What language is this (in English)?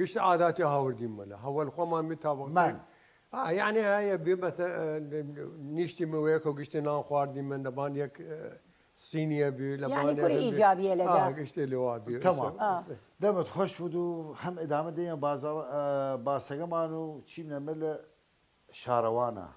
Southern Kurdish